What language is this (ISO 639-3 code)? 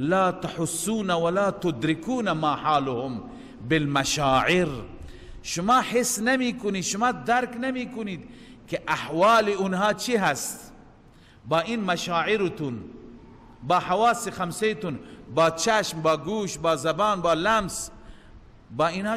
fas